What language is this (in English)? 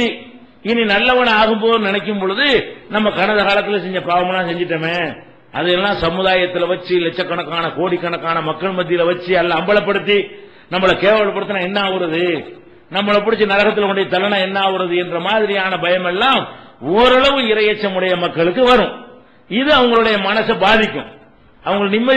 Tamil